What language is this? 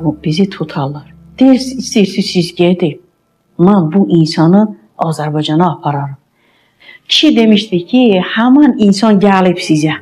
Azerbaijani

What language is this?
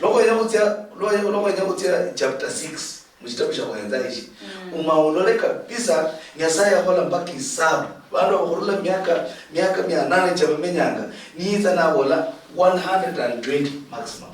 Luyia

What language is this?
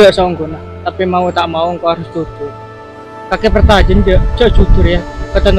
Madurese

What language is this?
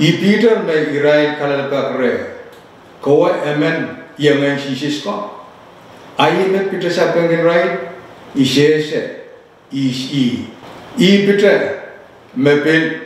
Pohnpeian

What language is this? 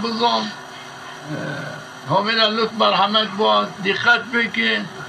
Zaza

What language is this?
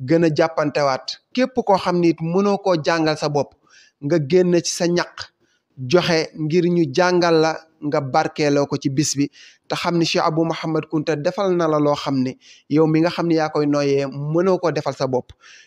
Wolof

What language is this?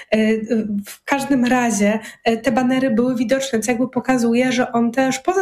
Polish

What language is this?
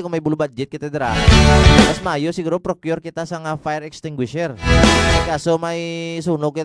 Hiligaynon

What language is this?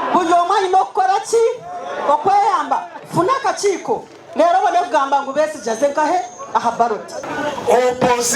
Nyankole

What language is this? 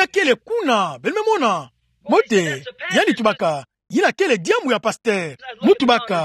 Kituba (Democratic Republic of Congo)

